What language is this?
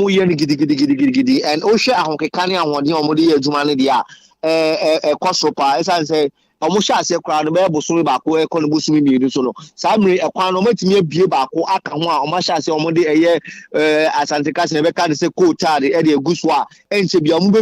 Akan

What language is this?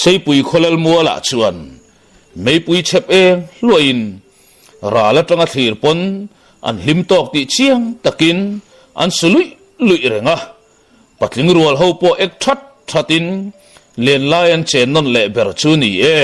Mizo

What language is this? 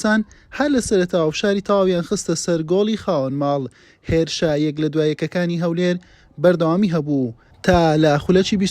Central Kurdish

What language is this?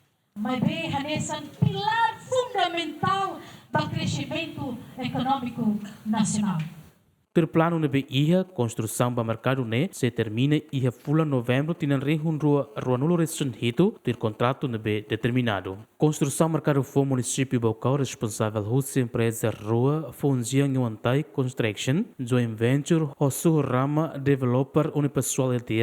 Tetum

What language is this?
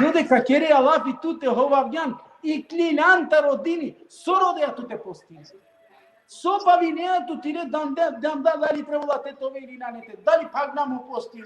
Balkan Romani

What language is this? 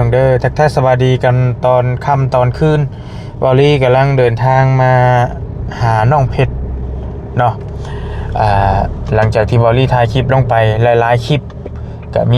Northeastern Thai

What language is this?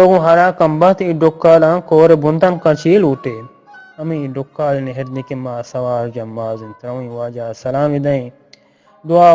Eastern Balochi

